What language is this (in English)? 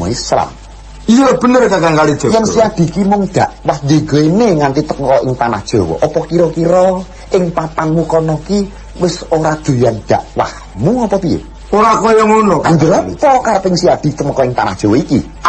Javanese